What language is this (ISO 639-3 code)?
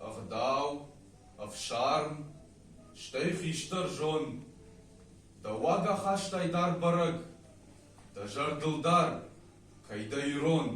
oss